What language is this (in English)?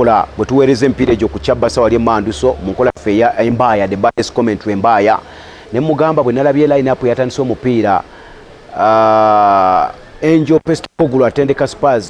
Ganda